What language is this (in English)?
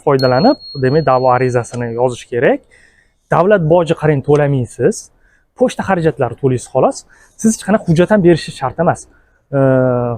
Uzbek